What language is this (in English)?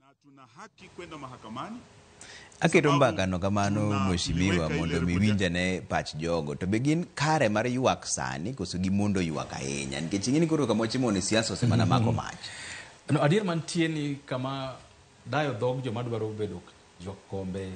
Luo (Kenya and Tanzania)